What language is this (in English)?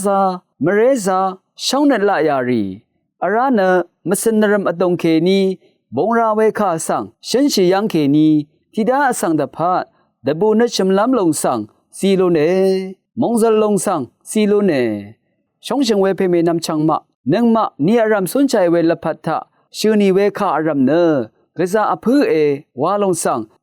Rawang